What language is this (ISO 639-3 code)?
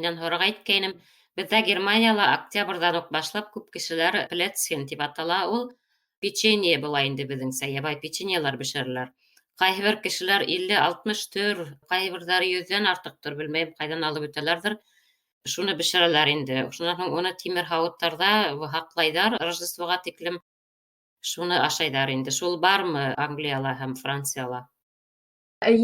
bak